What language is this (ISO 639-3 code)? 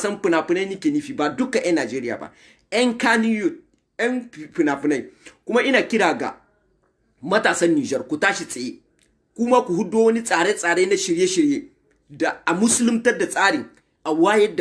hau